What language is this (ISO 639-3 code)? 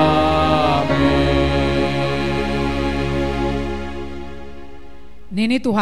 bts